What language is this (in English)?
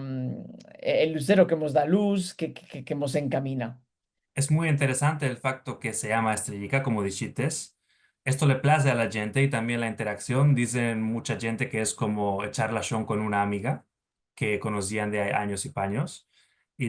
Ladino